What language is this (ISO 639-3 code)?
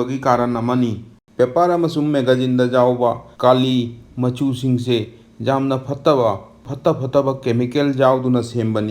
mni